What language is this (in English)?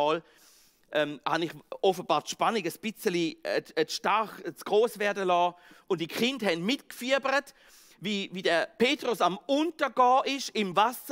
Swiss German